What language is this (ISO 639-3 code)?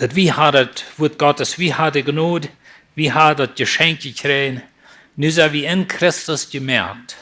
pdt